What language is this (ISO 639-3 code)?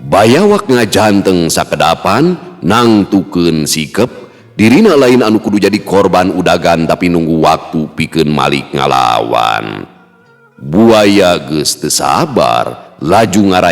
sun